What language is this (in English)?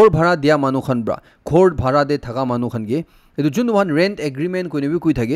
Naga Pidgin